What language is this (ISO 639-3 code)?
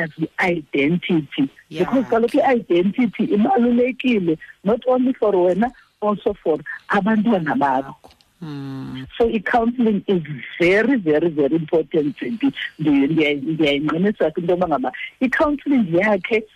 xho